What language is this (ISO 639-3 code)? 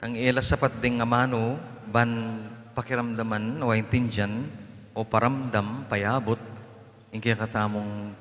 pam